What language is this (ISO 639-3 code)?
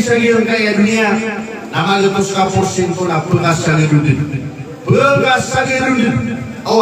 mrw